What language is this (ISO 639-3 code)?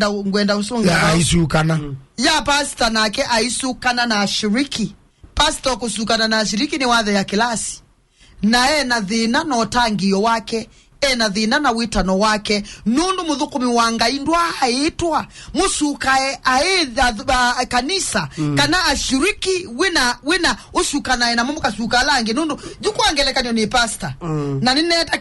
kam